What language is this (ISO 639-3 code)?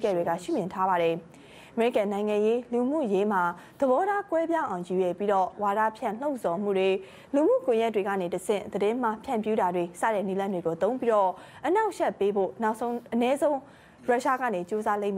mya